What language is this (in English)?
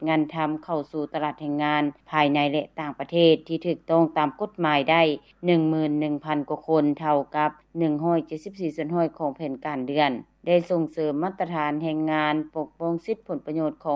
Lao